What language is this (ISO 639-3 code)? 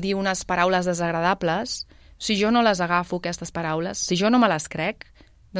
cat